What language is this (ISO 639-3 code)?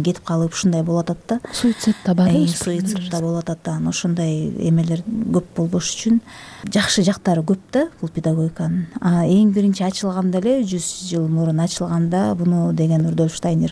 kir